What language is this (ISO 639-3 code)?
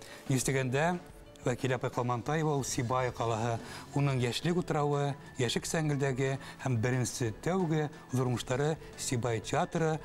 bak